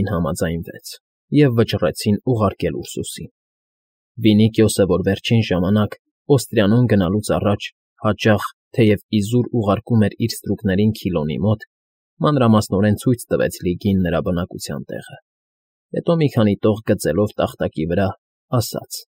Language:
Armenian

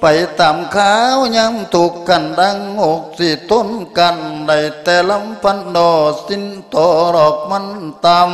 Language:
Lao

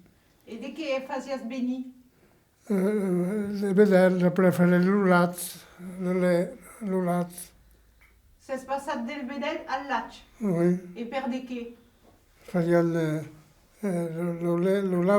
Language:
Occitan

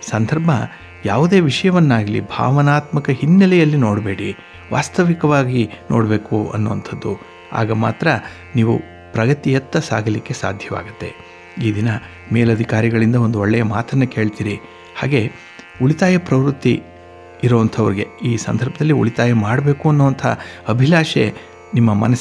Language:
Kannada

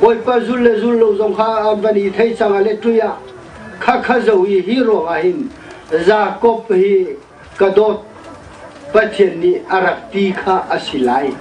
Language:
Hakha Chin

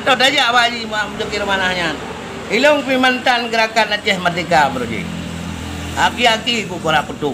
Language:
Achinese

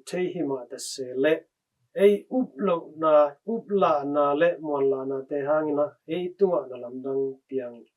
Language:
Tedim Chin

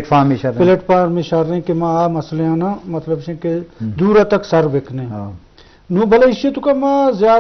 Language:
Eastern Balochi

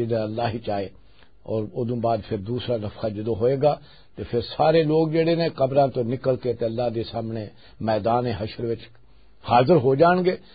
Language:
Western Panjabi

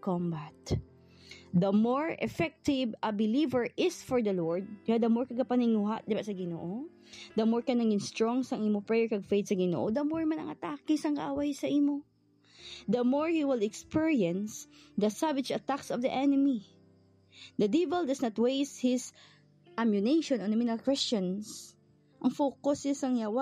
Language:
Hiligaynon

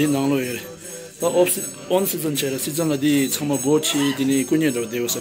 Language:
Tibetan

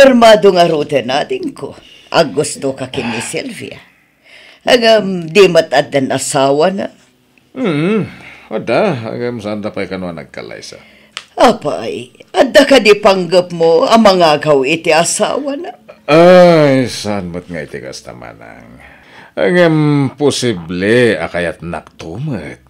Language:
Iloko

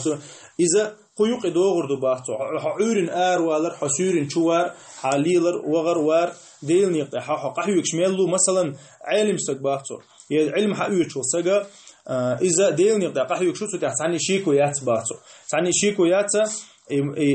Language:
Chechen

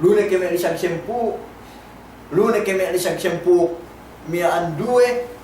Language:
Yakan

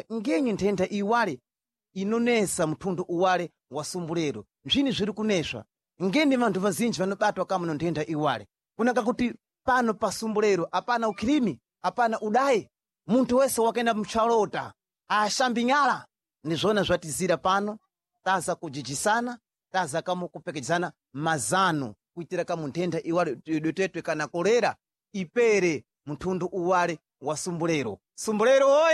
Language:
Sena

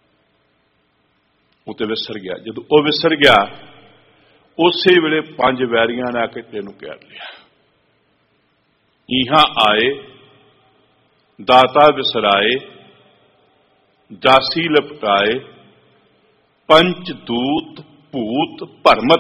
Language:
Punjabi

